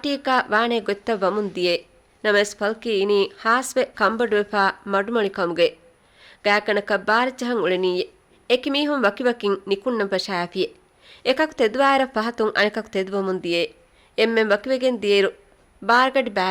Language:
Divehi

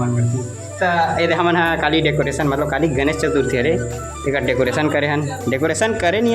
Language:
Chhattisgarhi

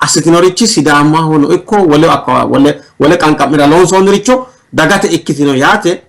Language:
Sidamo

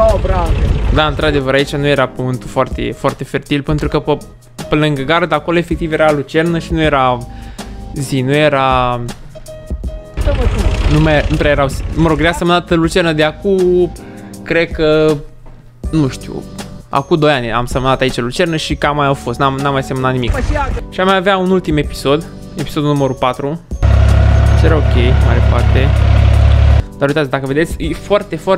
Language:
Romanian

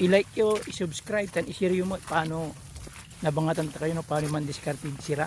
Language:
Pangasinan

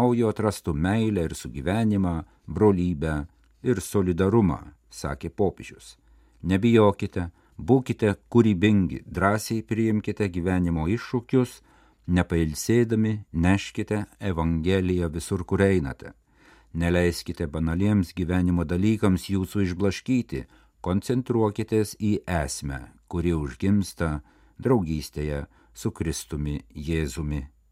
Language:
Lithuanian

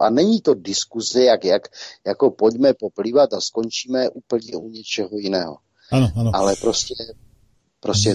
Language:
Czech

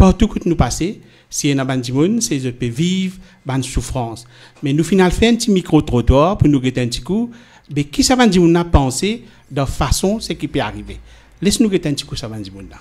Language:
Morisyen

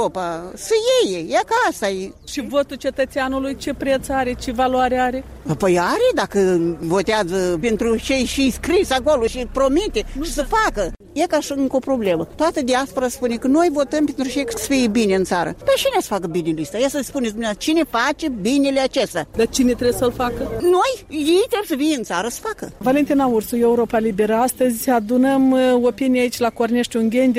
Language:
Romanian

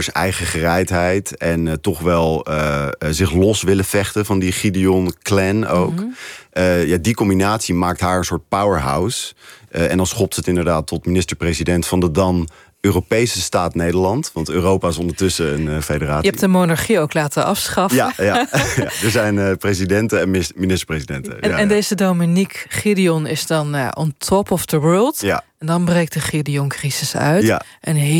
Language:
Dutch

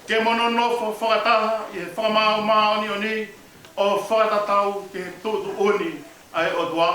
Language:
Tongan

